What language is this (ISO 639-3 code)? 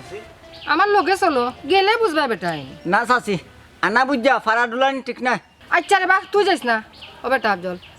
syl